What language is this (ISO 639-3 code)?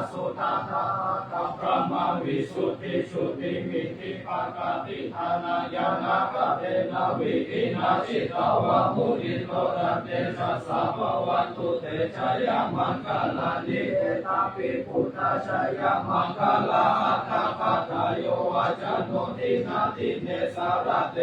pli